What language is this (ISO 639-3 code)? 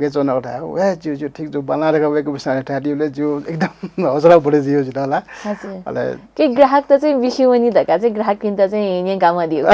new